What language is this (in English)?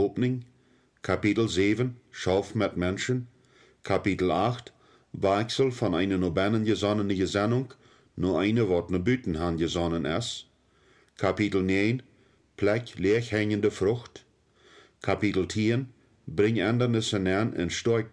Plautdietsch